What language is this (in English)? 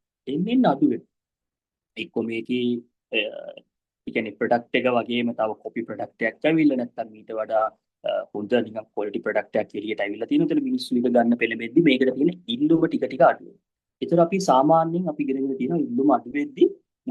Sinhala